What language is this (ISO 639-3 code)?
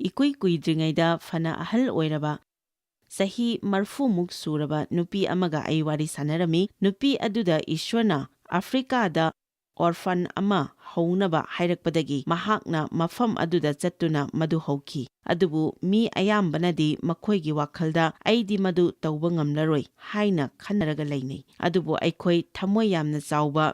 mni